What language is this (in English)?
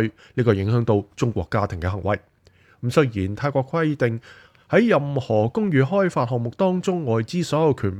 Cantonese